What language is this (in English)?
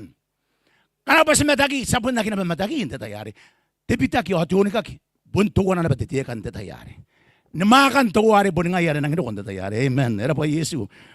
Gilbertese